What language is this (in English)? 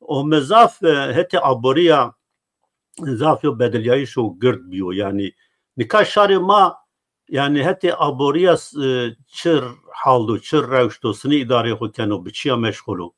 Zaza